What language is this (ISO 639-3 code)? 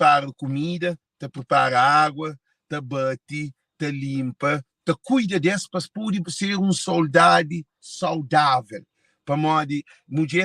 kea